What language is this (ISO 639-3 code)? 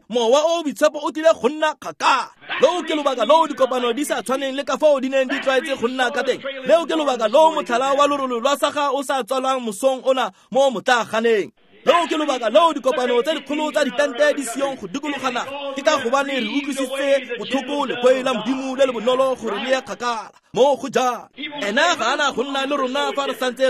tsn